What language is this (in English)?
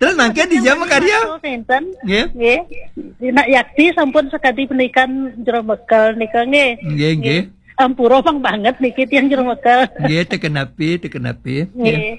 Balinese